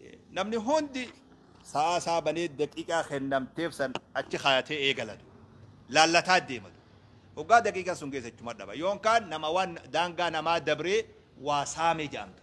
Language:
Oromo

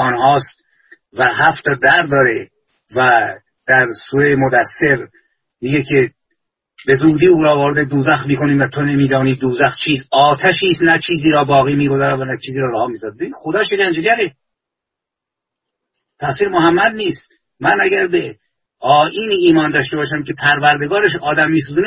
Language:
Persian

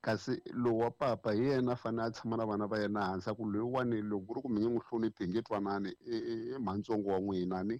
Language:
Tsonga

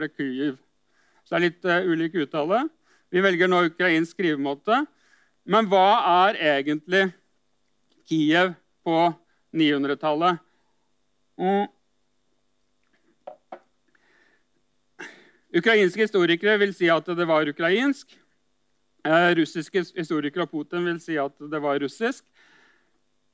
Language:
Norwegian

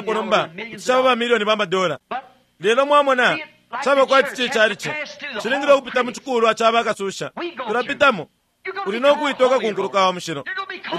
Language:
Bemba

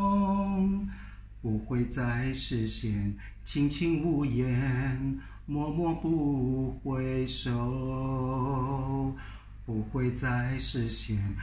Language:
Chinese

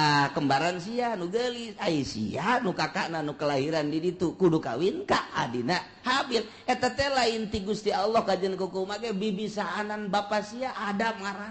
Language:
Sundanese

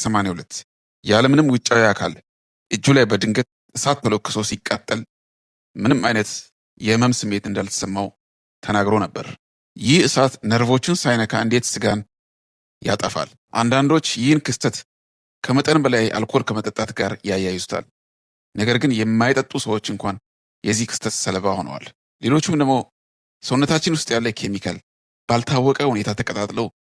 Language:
Amharic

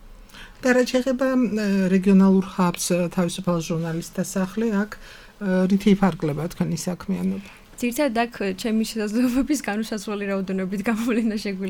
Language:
Georgian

